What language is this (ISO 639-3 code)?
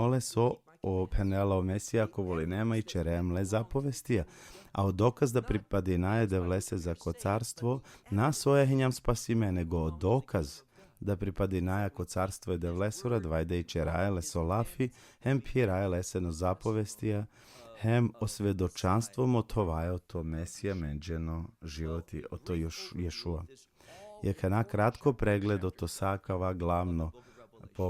rmn